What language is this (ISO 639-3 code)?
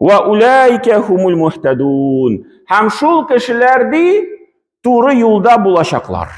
tat